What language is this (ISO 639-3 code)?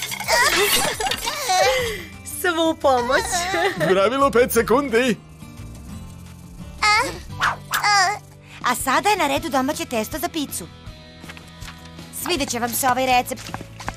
srp